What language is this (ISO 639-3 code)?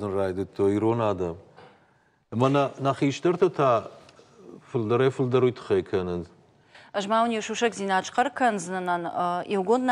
oss